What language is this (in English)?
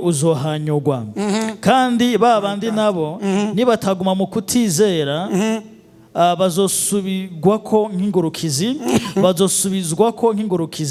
Rundi